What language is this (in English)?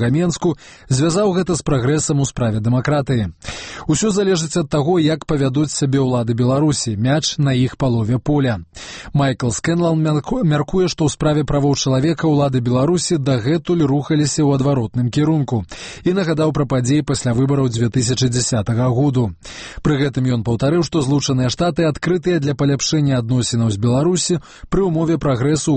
Belarusian